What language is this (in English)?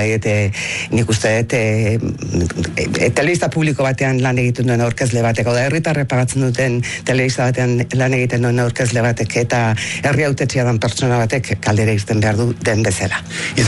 Basque